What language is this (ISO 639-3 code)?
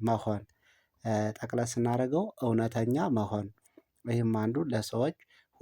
amh